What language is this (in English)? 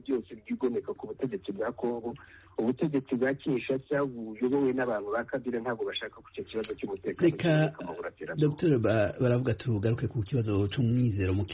Kinyarwanda